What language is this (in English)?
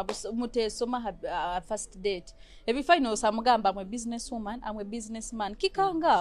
Nyoro